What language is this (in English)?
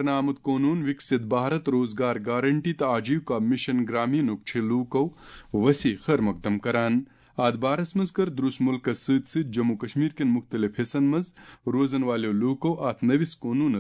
Kashmiri